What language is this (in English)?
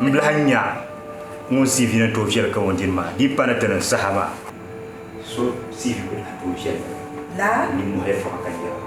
Dagbani